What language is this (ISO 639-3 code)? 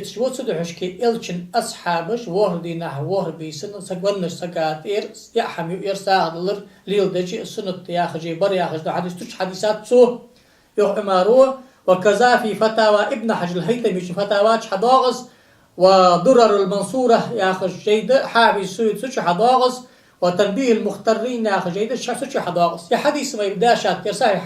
inh